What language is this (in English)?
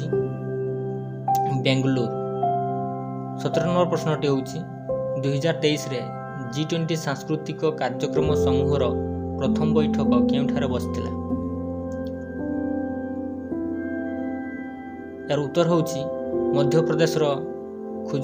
Odia